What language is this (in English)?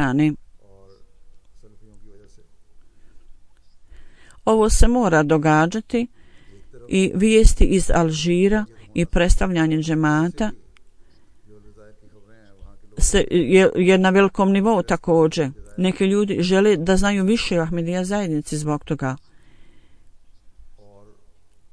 Bosnian